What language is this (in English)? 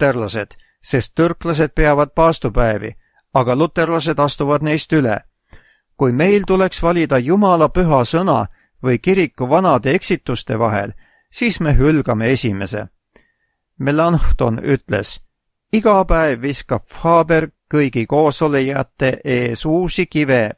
Estonian